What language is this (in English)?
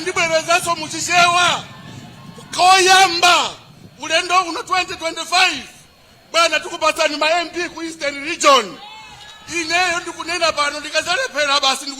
Nyanja